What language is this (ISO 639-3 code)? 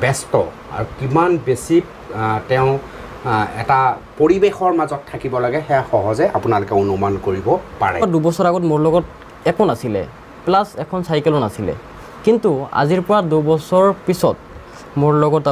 asm